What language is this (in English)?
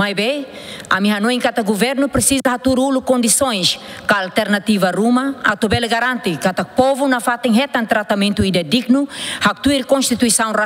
Tetum